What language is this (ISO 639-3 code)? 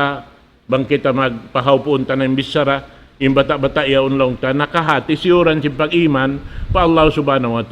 tsg